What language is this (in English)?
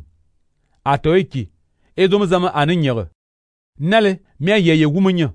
Fang